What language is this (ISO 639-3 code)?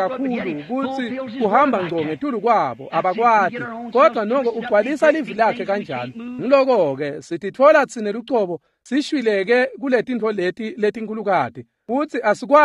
ssw